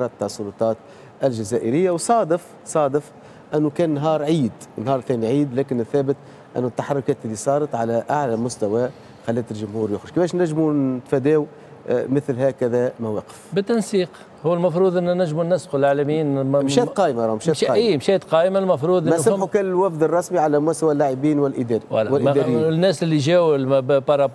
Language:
Tunisian Arabic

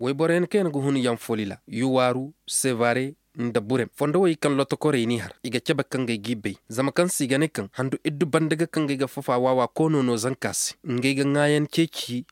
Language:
Koyraboro Senni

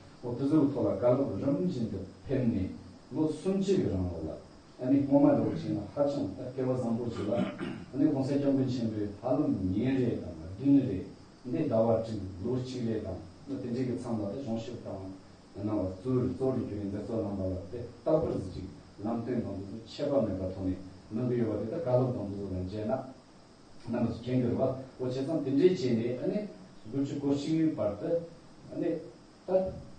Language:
Tibetan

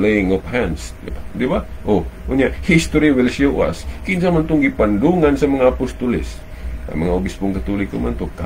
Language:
Cebuano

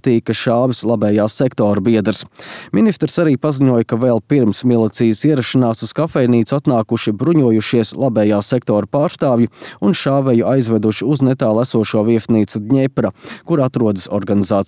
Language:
Latvian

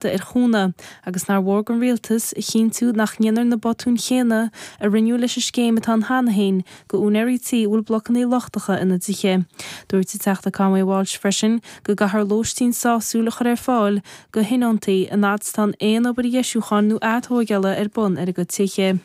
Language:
Irish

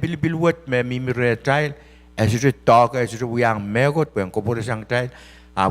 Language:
Pohnpeian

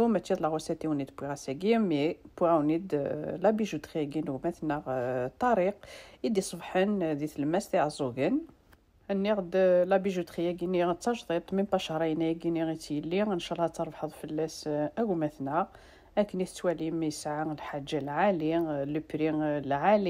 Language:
Kabyle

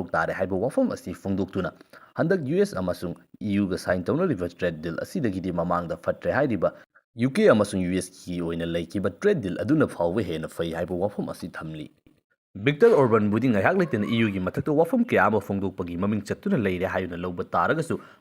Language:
Manipuri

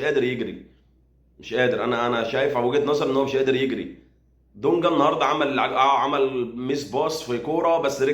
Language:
Egyptian Arabic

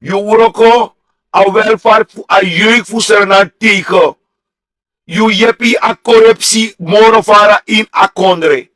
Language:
Sranan Tongo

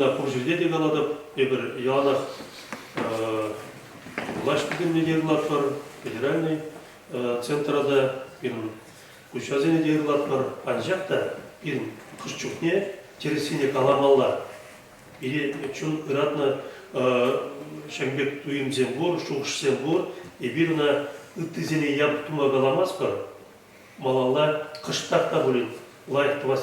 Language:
Chuvash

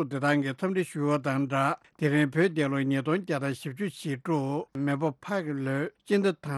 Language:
Tibetan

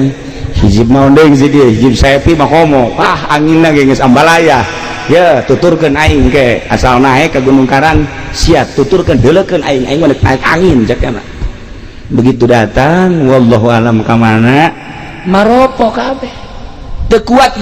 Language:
Sundanese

